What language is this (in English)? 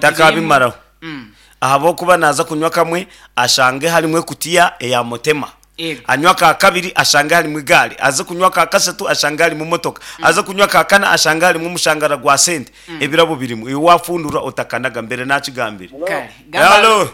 Nyankole